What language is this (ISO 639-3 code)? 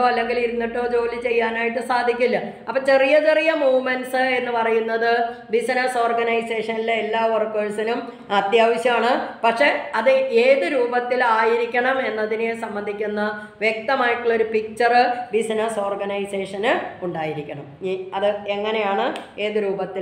mal